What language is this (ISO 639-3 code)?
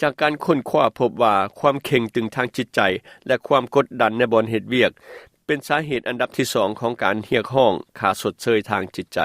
lao